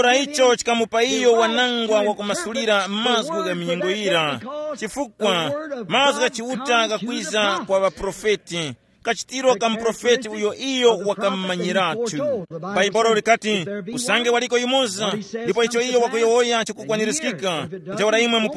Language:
Tumbuka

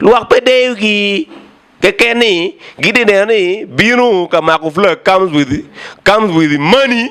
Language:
Acoli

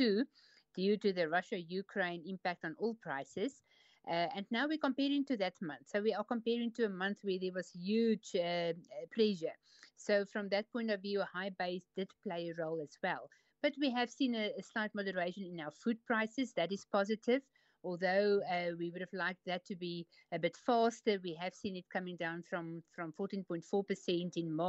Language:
English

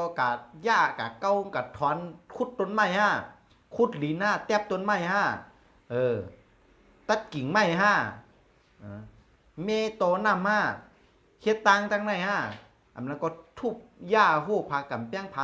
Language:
Shan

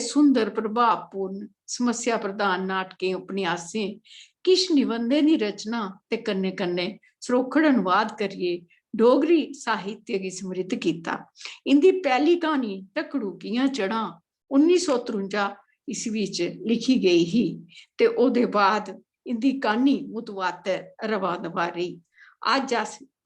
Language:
Dogri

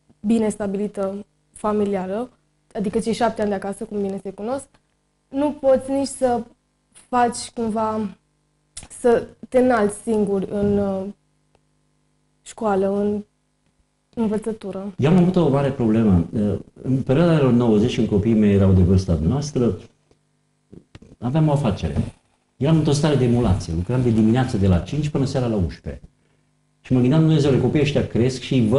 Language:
Romanian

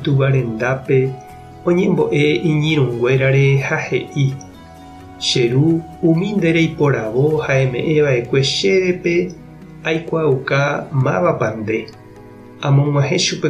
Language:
Guarani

